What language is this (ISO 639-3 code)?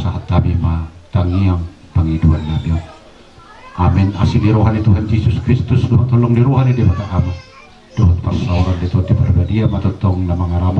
bbc